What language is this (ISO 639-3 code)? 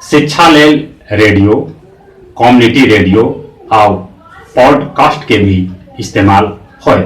mag